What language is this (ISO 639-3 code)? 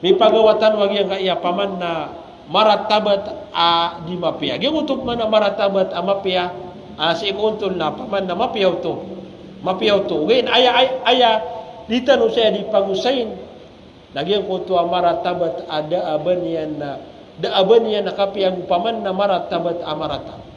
mrw